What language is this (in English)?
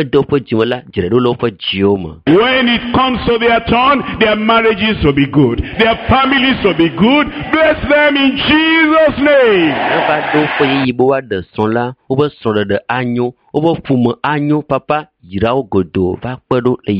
Ewe